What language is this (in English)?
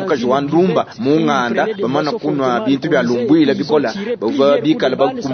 Luba-Lulua